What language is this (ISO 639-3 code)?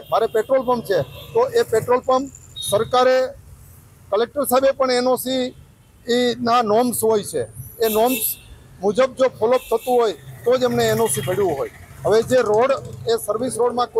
guj